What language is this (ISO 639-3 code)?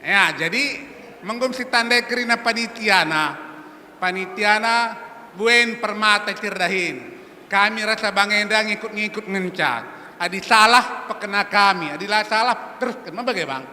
btx